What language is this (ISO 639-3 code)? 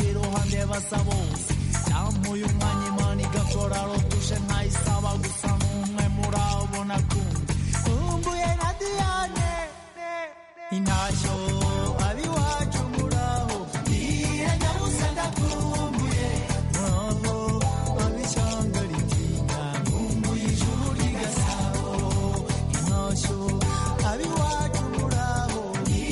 kin